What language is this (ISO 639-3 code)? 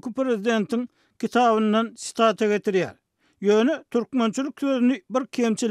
tuk